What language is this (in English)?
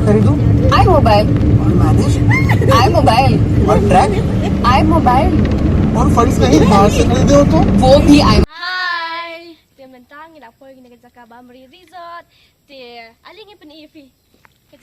Khasi